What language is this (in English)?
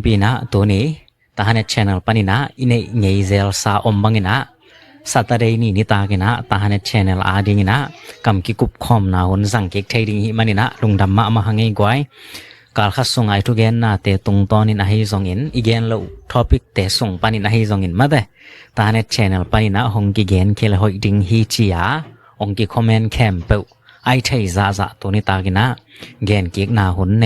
Tedim Chin